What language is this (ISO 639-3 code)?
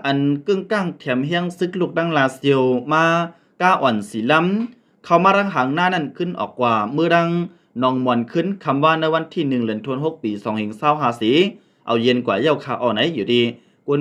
shn